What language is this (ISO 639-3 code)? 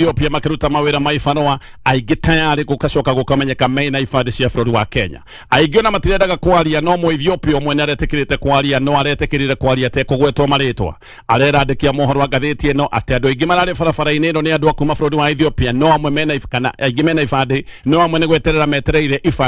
kik